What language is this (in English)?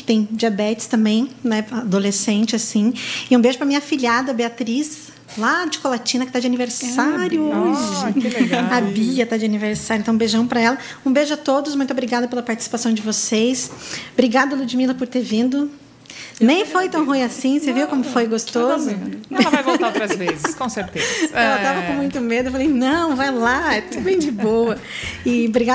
Portuguese